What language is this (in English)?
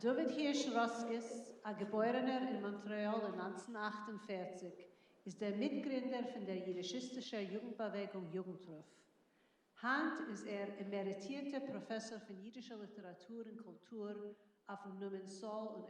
Yiddish